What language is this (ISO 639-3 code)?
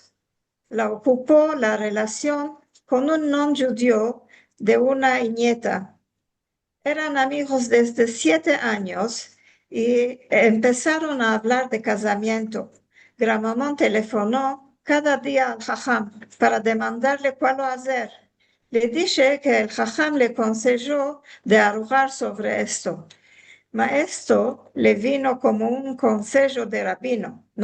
lad